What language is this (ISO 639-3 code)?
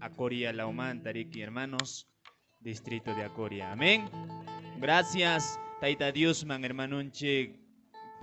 que